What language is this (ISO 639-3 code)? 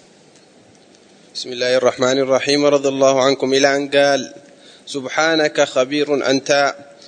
ara